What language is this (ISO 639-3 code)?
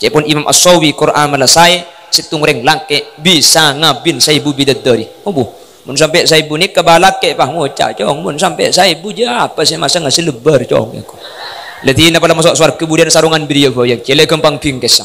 mad